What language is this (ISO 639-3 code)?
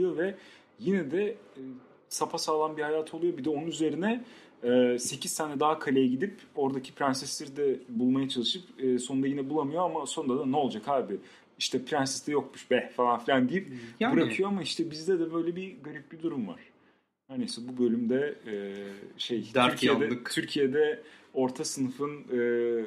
tur